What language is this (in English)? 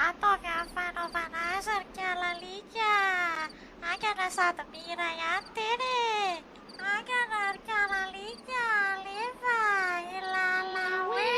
Malagasy